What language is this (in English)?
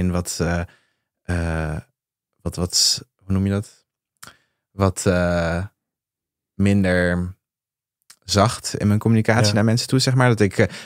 Dutch